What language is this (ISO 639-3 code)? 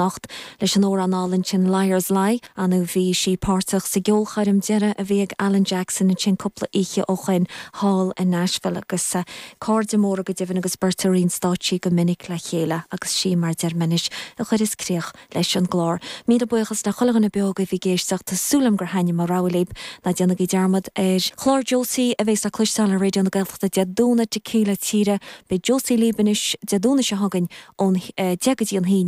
gle